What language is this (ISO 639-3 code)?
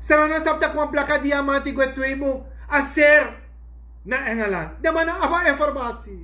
srn